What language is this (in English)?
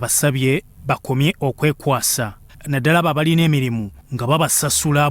Ganda